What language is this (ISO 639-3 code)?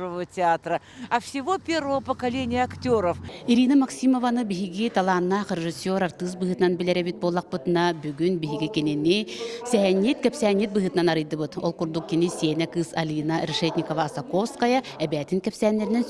sah